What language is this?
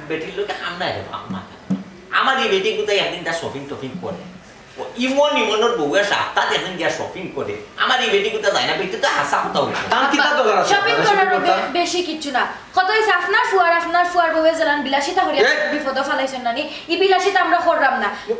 Sylheti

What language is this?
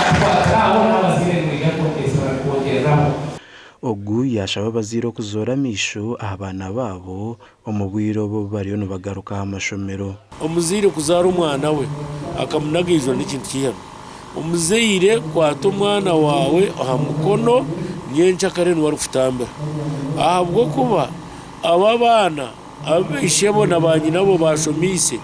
Nyankole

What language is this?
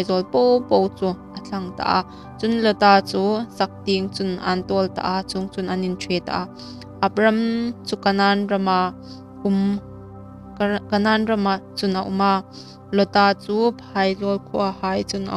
Hmar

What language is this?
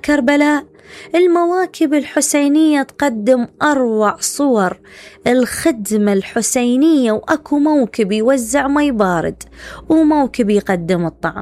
Mesopotamian Arabic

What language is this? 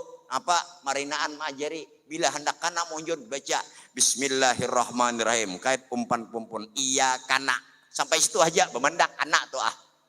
Banjar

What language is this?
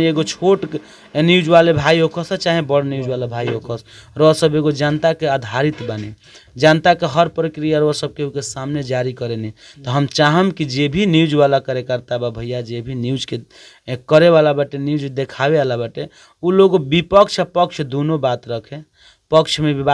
Bhojpuri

